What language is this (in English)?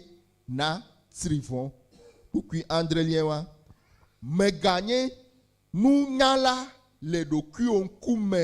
Ewe